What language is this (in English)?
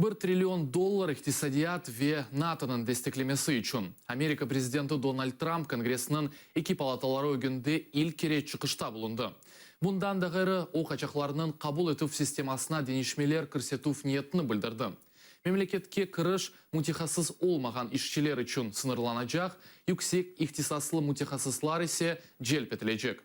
Crimean Tatar